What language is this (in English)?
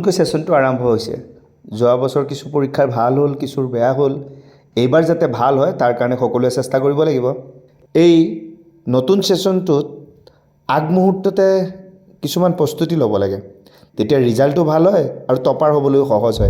Assamese